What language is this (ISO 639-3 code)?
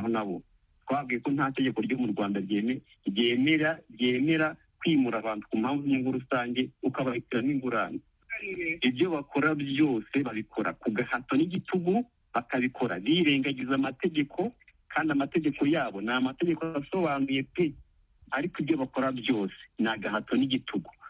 kin